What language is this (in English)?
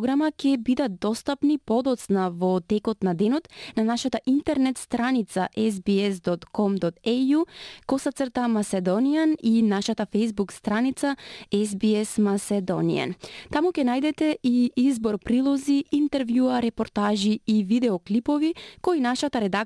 Macedonian